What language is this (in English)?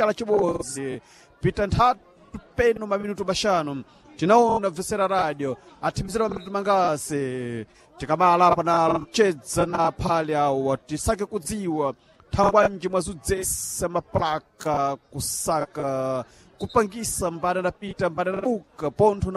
Sena